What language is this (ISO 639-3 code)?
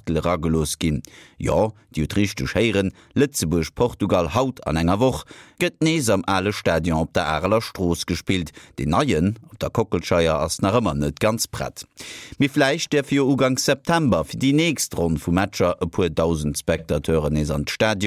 ltz